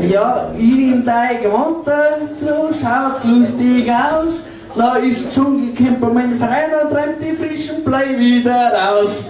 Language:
Bavarian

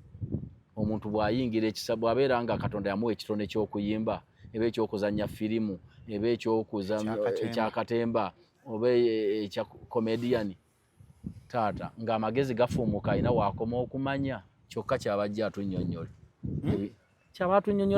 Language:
Ganda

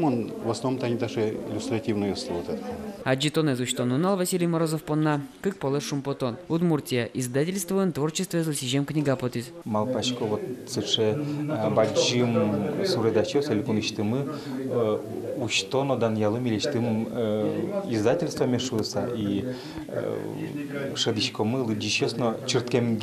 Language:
Udmurt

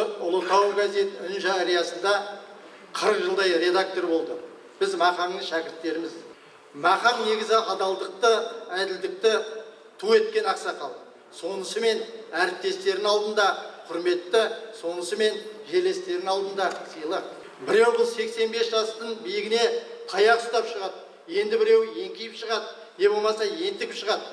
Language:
Kazakh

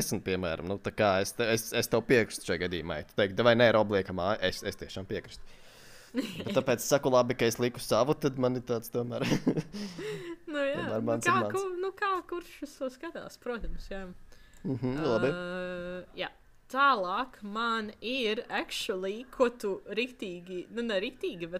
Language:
Latvian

